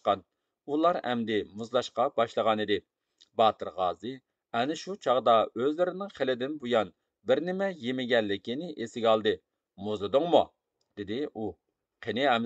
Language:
Uyghur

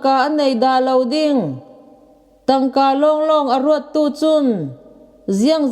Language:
Falam Chin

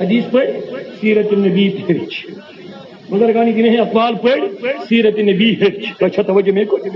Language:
Kashmiri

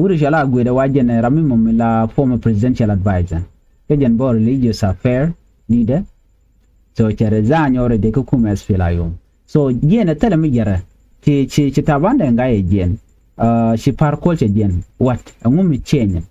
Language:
Nuer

